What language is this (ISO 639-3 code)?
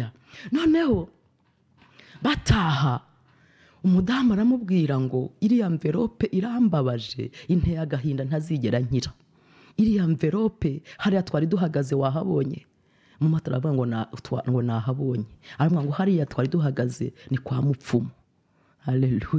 kin